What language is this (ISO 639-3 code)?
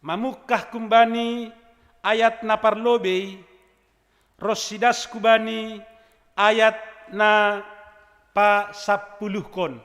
bts